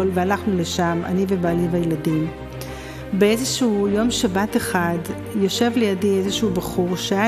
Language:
Hebrew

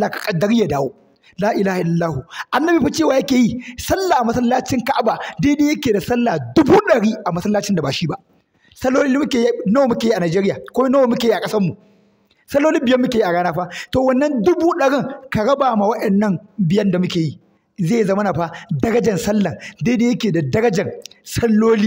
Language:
Hausa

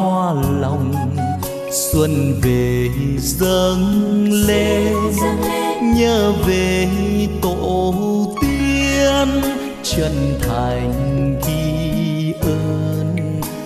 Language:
Vietnamese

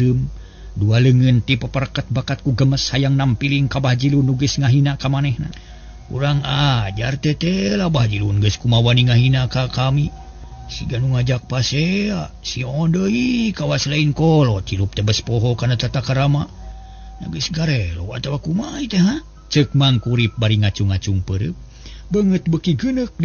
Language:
Sundanese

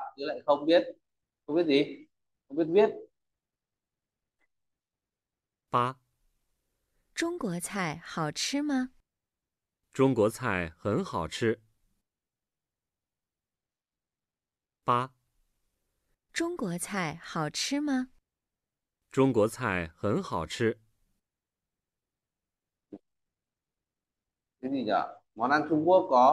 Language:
Vietnamese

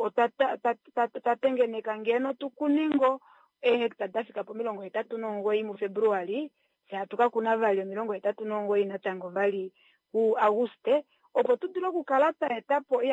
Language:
Kuanyama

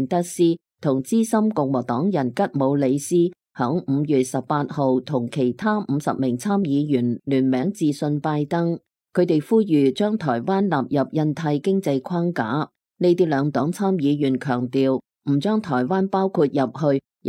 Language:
Cantonese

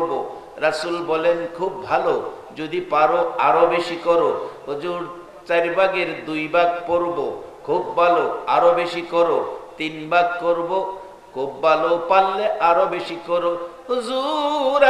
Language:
Bangla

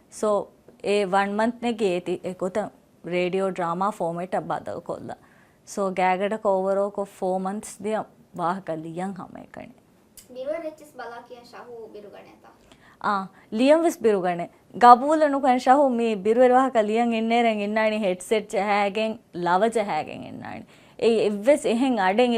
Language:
Divehi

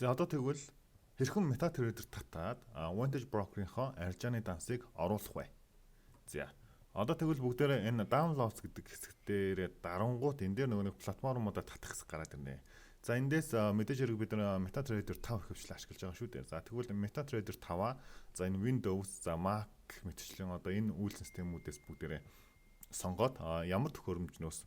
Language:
Mongolian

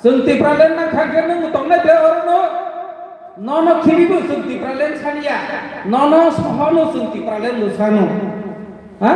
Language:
Kok Borok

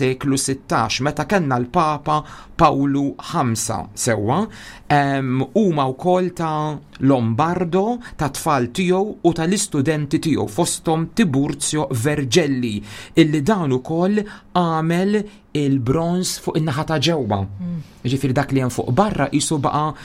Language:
Maltese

